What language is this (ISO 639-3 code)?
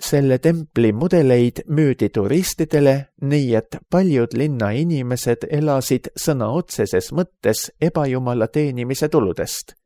est